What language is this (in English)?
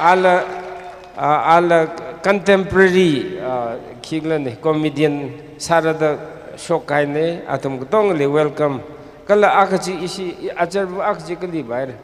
Tangkhul Naga (India)